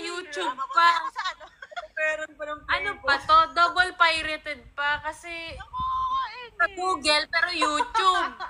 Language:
Filipino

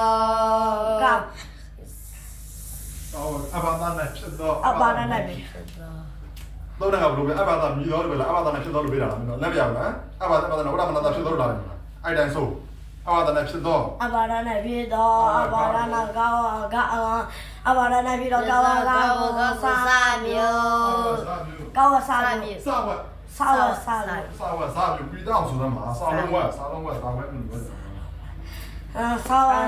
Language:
Burmese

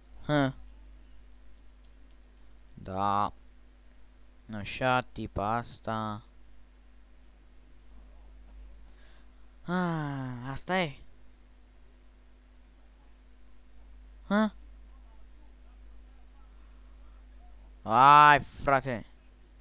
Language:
Romanian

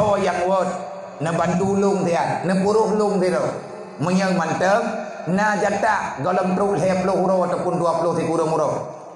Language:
Achinese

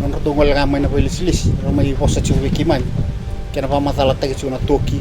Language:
Fijian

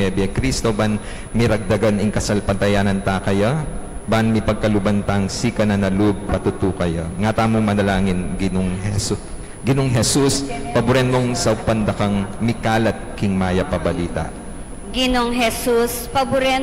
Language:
Pampanga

